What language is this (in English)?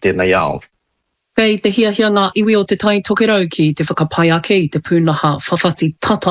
Māori